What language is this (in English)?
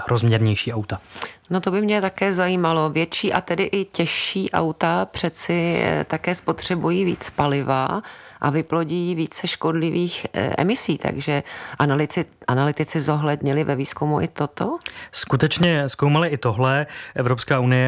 Czech